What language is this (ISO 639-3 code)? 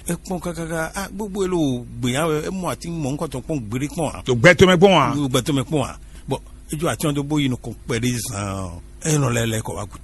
fon